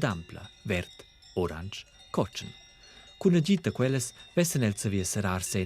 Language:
Romansh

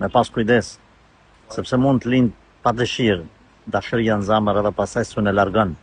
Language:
Albanian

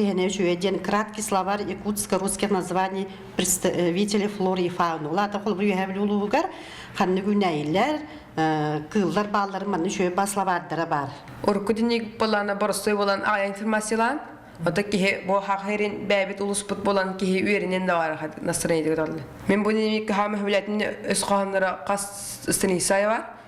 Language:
Yakut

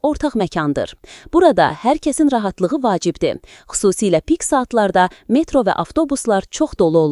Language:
Azerbaijani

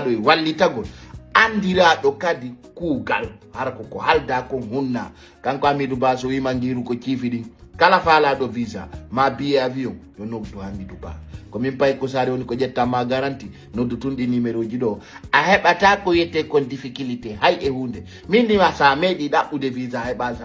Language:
Fula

